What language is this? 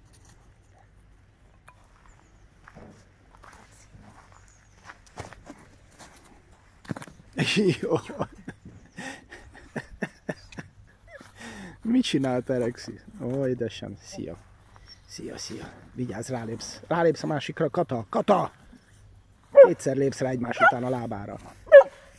Hungarian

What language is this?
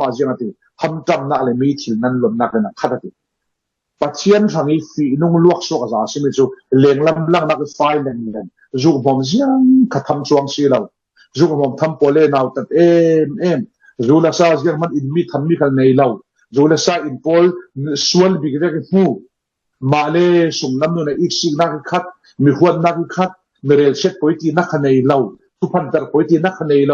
Falam Chin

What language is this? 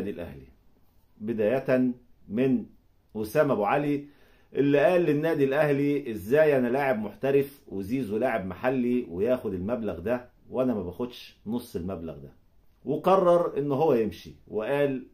Egyptian Arabic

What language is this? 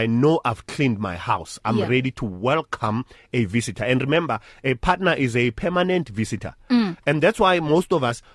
English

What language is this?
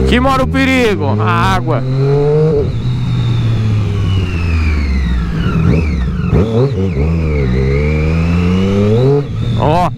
Portuguese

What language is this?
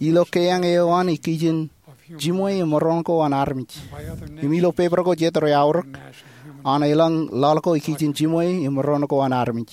Marshallese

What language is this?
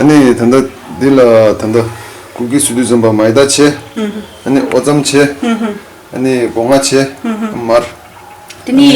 Tibetan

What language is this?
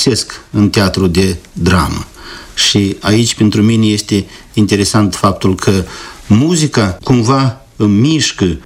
Romanian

